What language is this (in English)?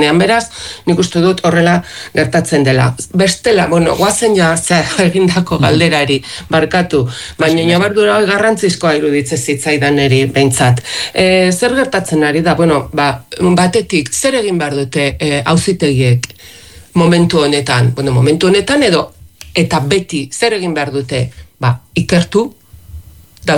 Basque